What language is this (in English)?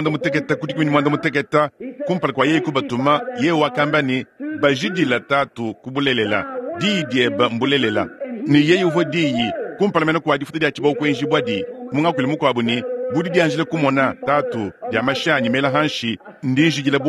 Luba-Lulua